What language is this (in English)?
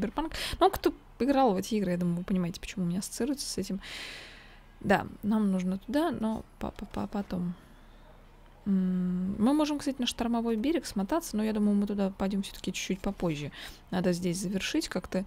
Russian